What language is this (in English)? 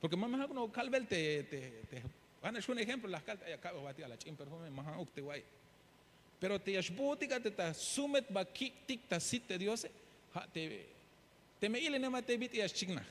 Tzeltal